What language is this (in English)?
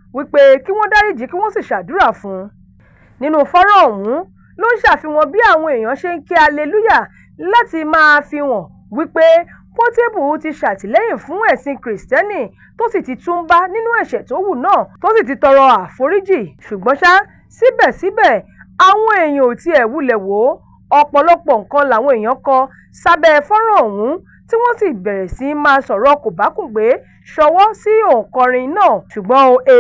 Yoruba